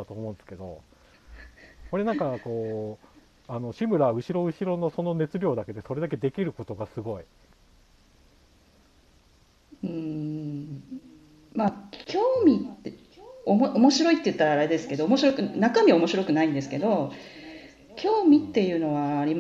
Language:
Japanese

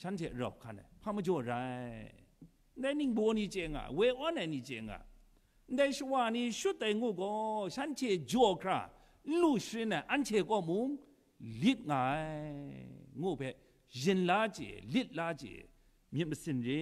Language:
Kachin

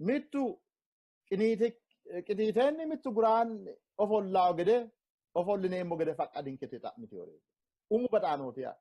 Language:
Sidamo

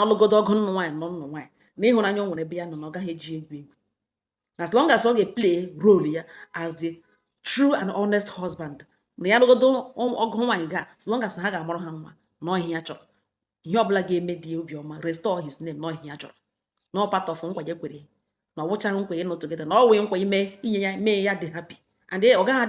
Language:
Igbo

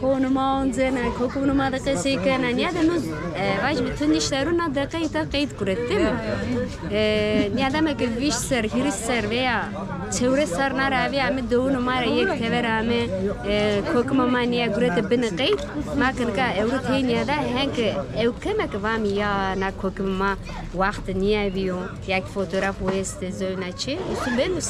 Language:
Zaza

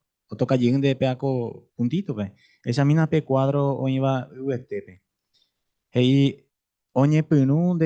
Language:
Guarani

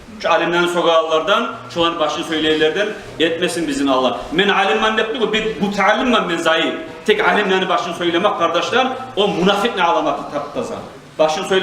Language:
Kumyk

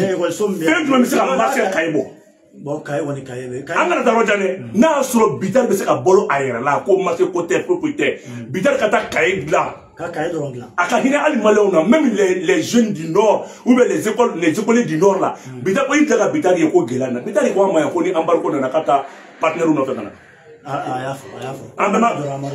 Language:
Bambara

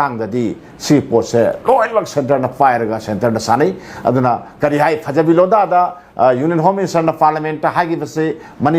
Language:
Manipuri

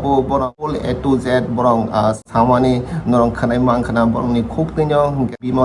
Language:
Kok Borok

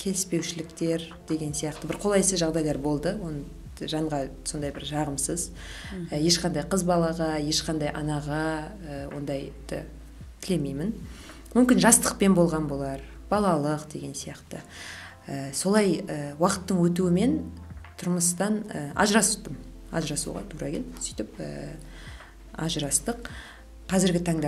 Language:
Kazakh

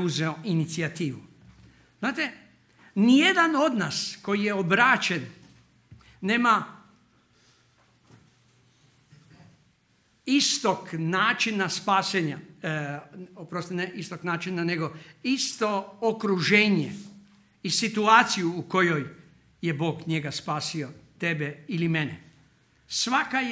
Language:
Croatian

